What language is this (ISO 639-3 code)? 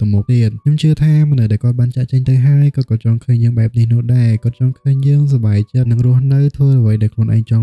khm